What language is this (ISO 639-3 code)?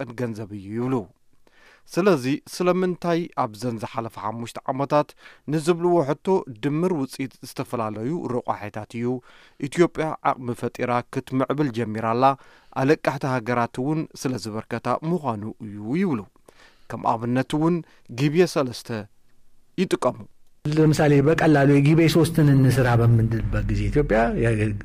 tir